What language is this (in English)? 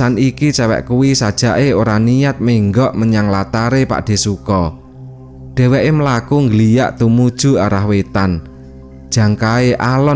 Javanese